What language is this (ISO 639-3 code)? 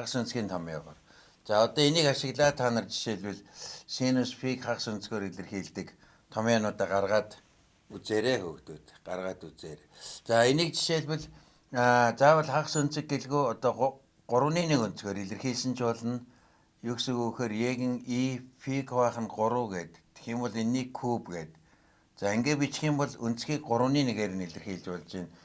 mon